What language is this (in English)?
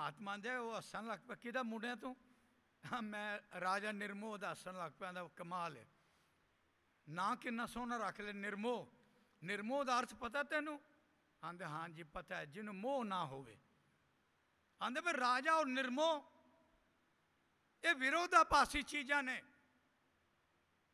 Punjabi